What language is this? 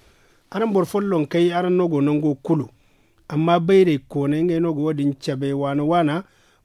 Zarma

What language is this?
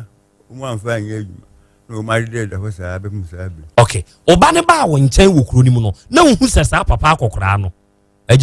Akan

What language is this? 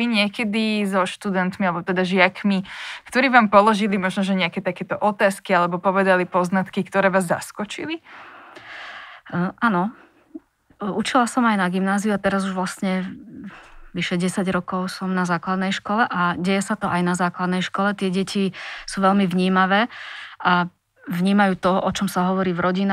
Slovak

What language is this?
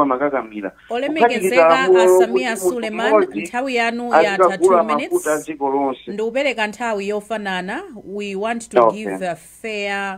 Nyanja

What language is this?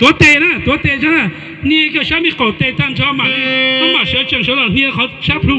Hmong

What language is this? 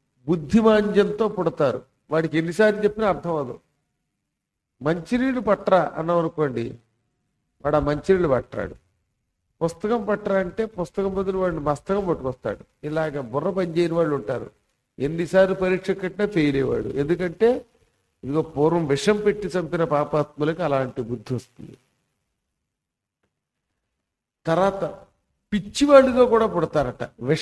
Telugu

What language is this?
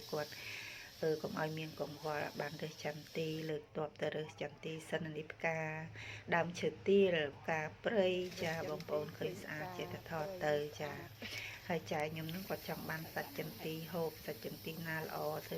Khmer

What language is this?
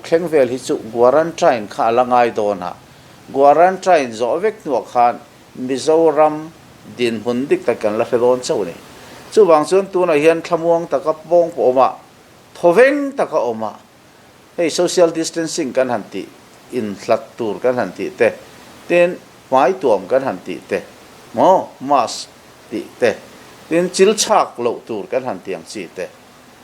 Mizo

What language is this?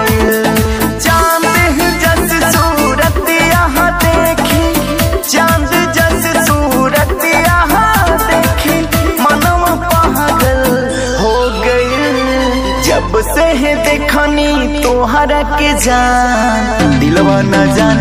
Bhojpuri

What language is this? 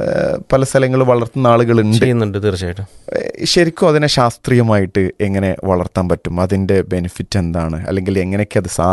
Malayalam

